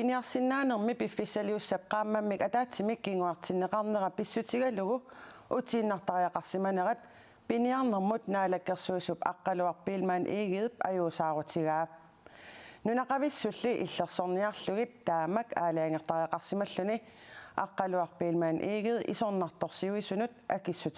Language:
Kalaallisut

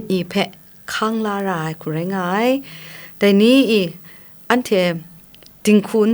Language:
Kachin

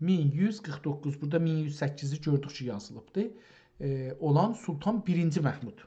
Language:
South Azerbaijani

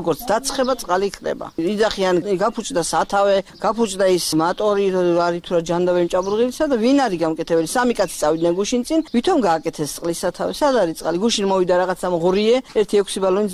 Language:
Georgian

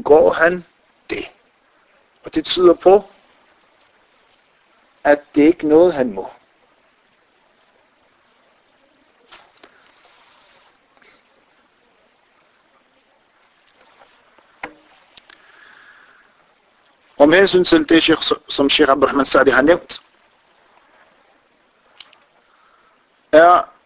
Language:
Danish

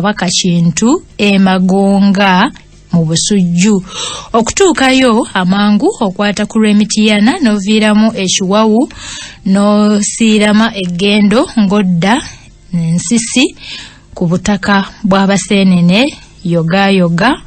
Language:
Ganda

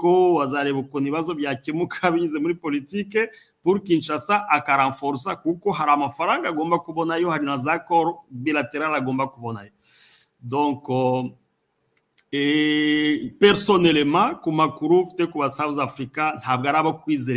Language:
Kinyarwanda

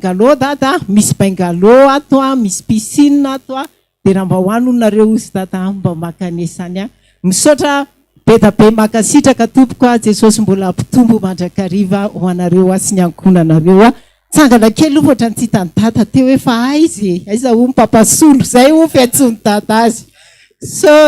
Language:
Malagasy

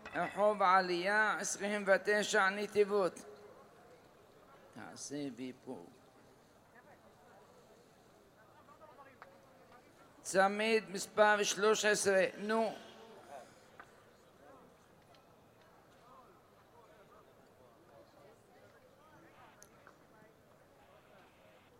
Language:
Hebrew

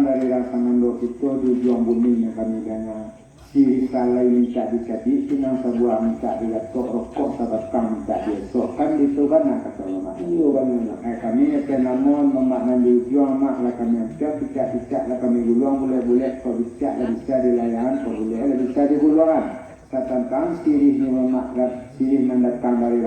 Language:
Minangkabau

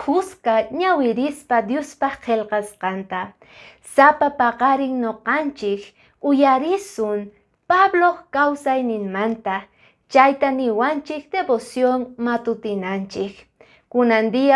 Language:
Quechua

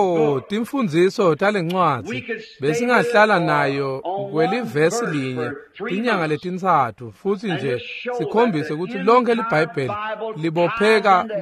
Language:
Swati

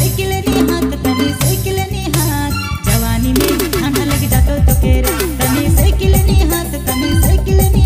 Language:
Sadri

